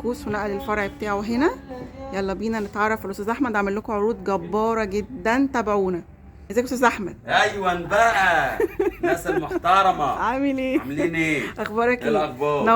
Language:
Egyptian Arabic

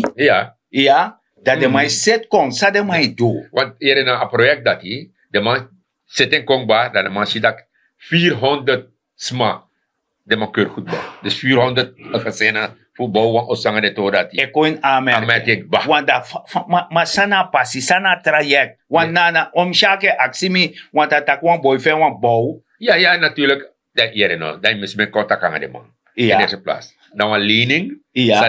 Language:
Sranan Tongo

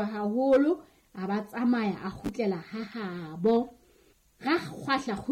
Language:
Southern Sotho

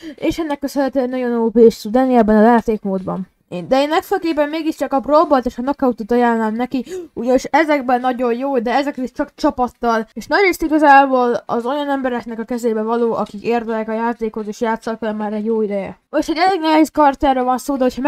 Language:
Hungarian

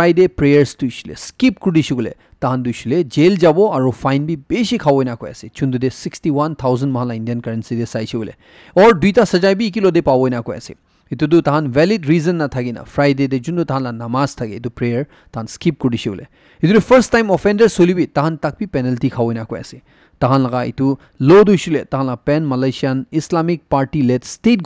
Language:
Naga Pidgin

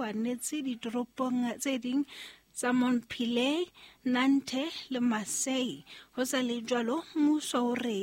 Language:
Southern Sotho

